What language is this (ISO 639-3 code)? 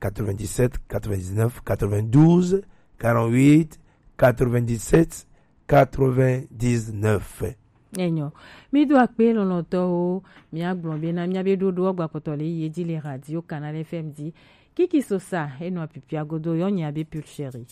gej